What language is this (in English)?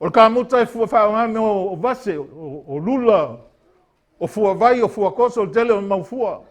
Samoan